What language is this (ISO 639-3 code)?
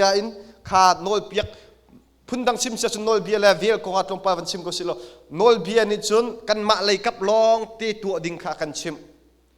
cnh